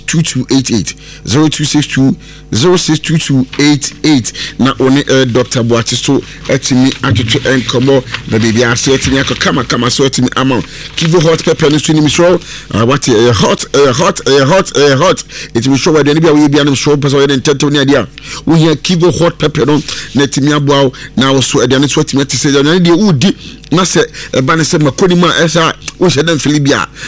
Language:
Akan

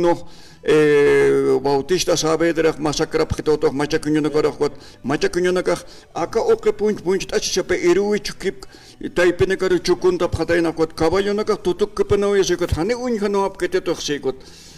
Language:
Aymara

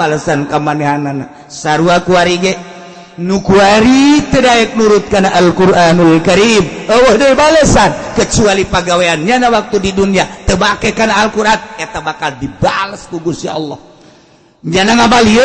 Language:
Sundanese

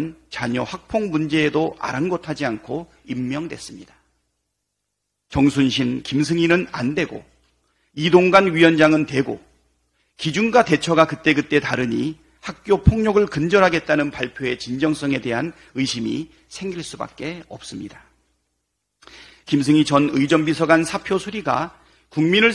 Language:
Korean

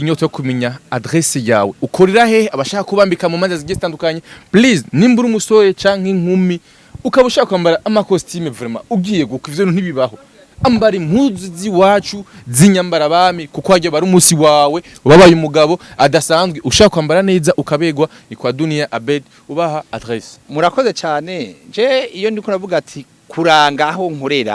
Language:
Rundi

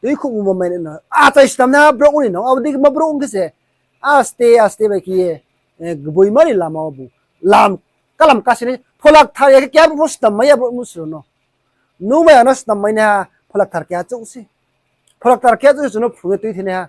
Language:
Riang (India)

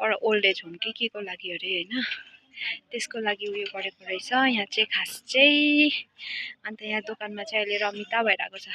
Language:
Nepali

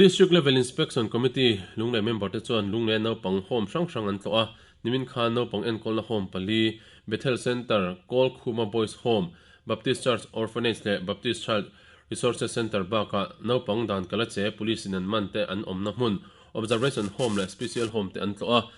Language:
Mizo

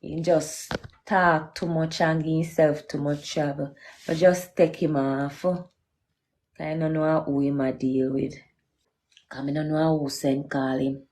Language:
Jamaican Creole English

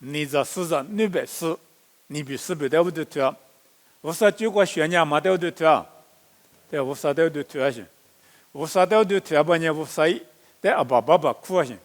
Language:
Lisu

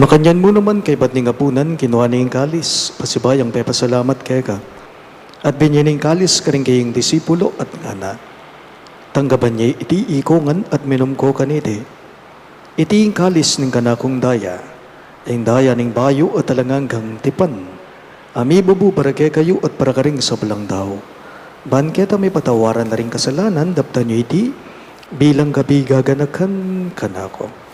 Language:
Pampanga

